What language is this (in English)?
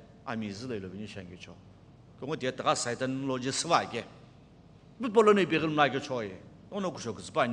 Sumi Naga